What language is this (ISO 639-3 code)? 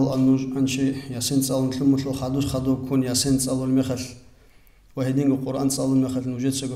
ava